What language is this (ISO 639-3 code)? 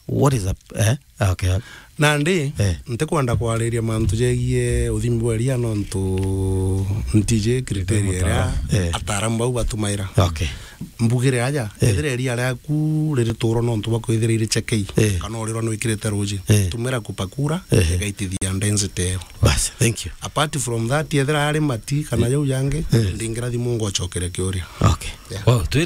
mer